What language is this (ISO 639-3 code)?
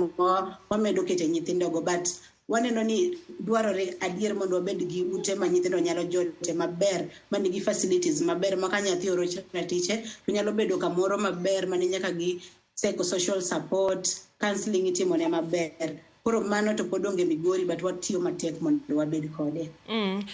luo